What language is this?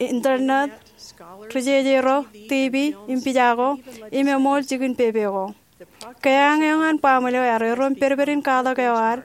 Marshallese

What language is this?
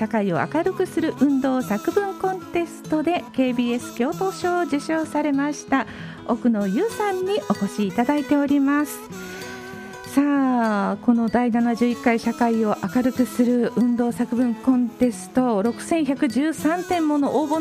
Japanese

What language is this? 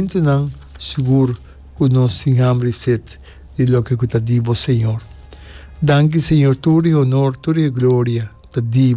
Papiamento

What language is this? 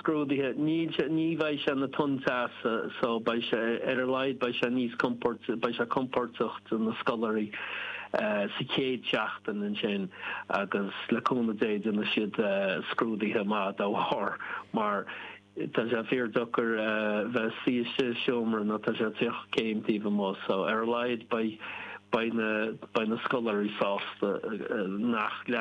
Irish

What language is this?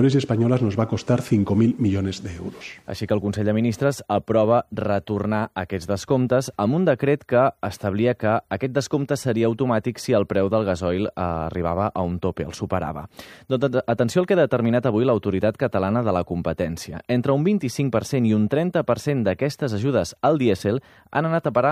Catalan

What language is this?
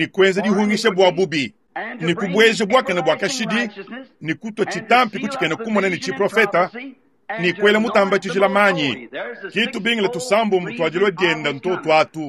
Luba-Lulua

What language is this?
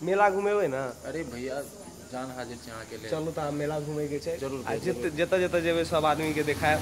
Maithili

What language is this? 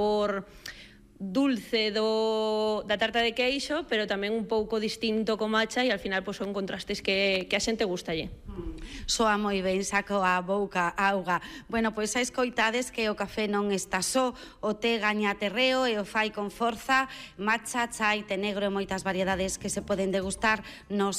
Galician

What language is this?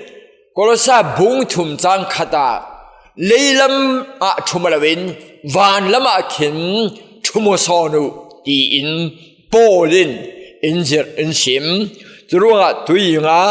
Falam Chin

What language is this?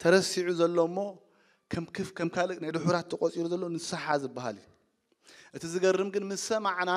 Tigrinya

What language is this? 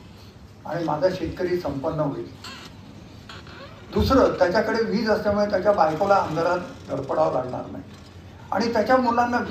Marathi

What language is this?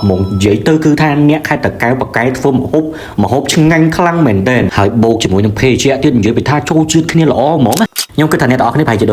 Khmer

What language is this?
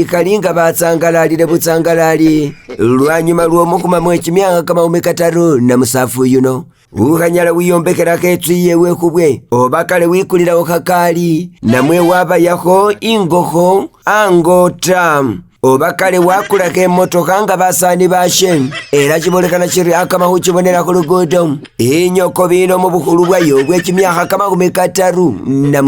Masaaba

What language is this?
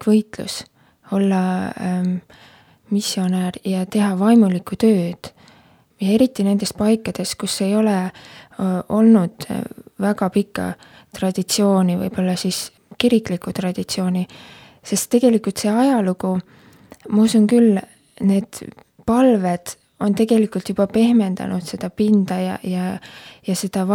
Estonian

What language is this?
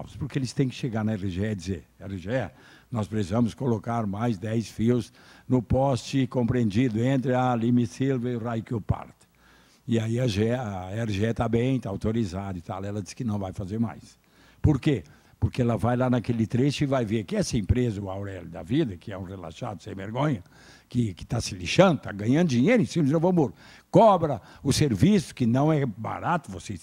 Portuguese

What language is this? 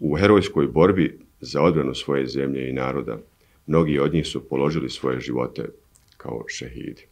Bosnian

